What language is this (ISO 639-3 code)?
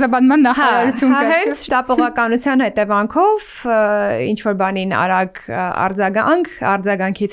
hye